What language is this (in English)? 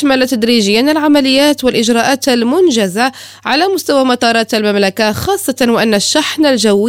Arabic